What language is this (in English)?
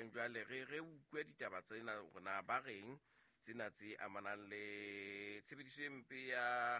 Southern Sotho